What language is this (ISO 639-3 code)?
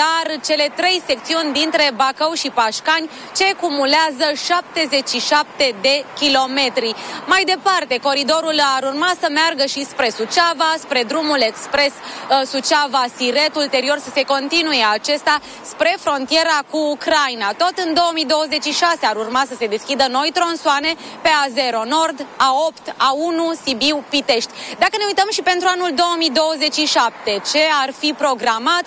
ron